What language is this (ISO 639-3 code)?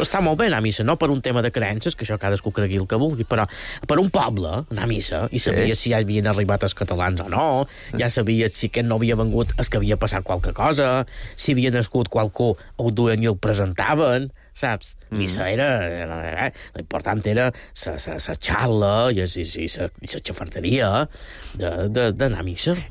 cat